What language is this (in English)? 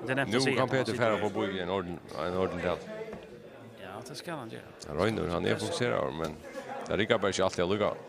Faroese